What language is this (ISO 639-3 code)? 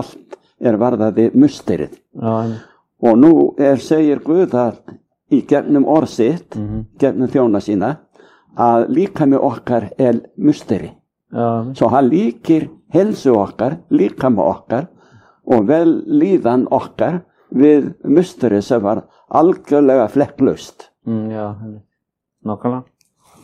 isl